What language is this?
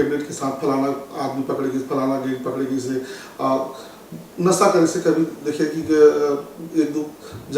Chhattisgarhi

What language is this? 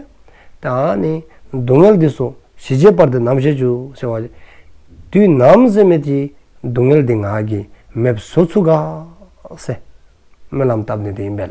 Dzongkha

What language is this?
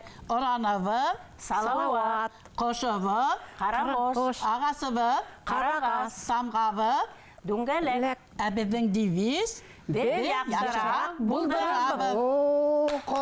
Bashkir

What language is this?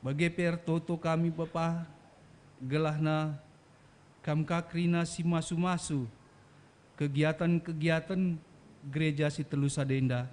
Batak Karo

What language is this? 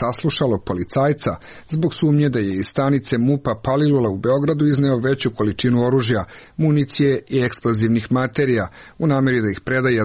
Serbian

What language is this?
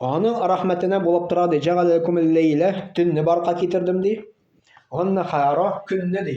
Tatar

